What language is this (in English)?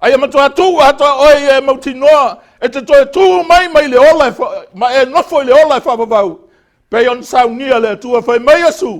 Samoan